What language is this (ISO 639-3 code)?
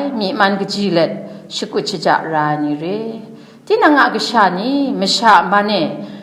kac